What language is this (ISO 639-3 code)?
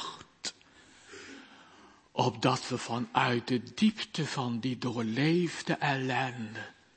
nld